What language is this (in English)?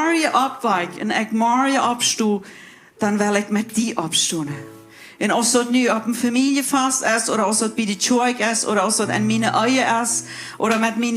Plautdietsch